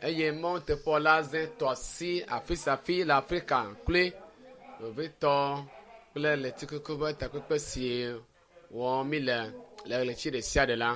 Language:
Ewe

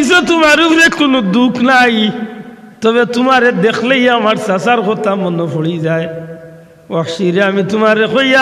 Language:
Sylheti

